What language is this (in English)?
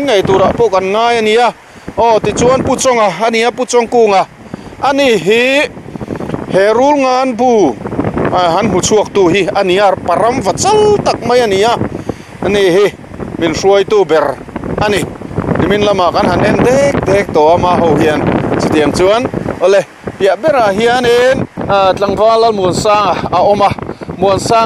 Mizo